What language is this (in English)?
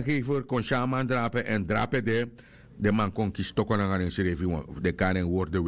Sranan Tongo